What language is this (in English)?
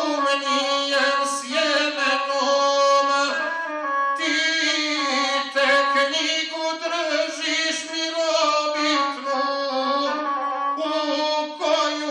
Serbian